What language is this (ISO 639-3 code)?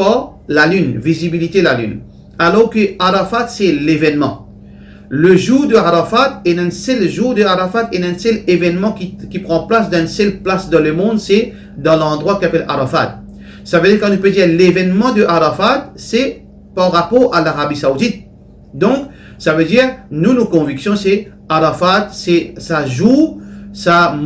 mfe